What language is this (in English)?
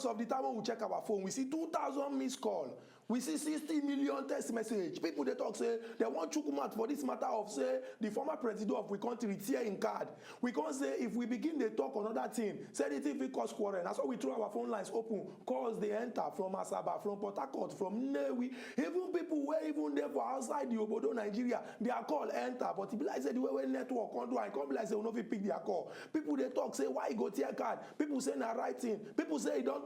Nigerian Pidgin